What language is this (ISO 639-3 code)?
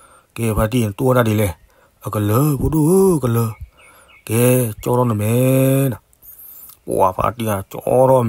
ksw